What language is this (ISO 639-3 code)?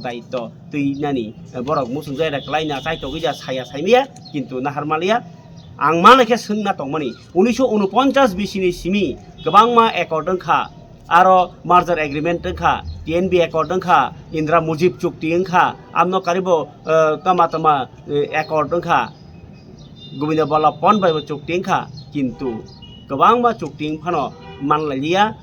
trp